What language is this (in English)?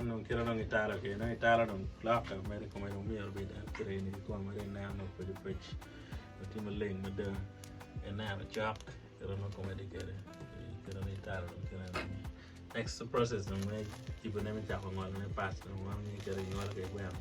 Acoli